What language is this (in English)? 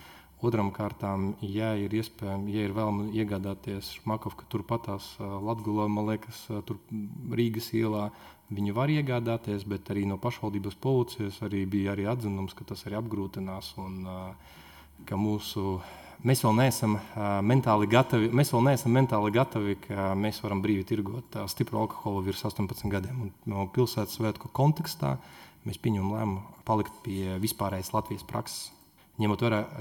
Latvian